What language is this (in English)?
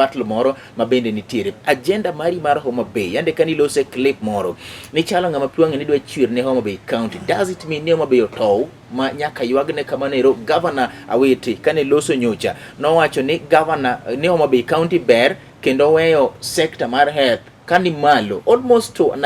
Luo (Kenya and Tanzania)